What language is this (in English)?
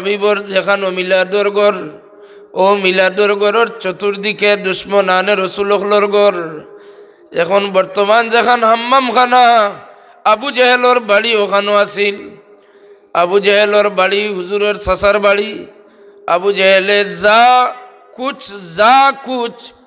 Sylheti